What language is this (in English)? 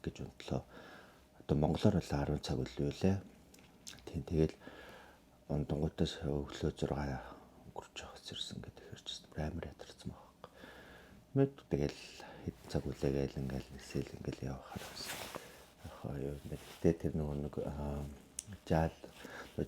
Mongolian